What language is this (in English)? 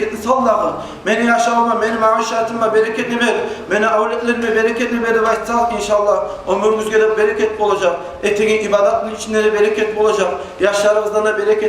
Kumyk